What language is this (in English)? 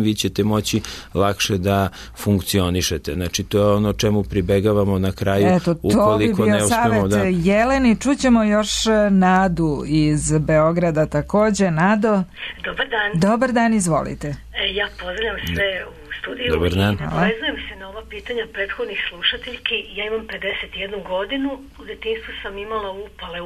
Serbian